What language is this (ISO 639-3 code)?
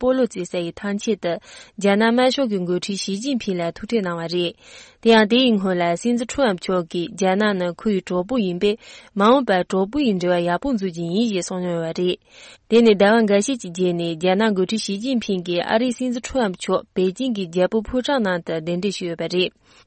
bod